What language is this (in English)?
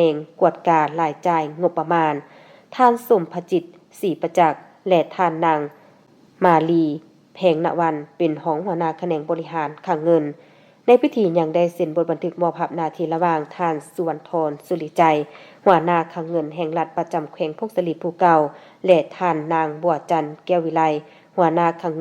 Lao